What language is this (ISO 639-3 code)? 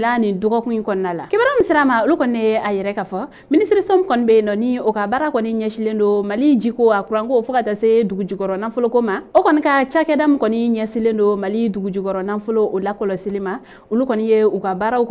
bam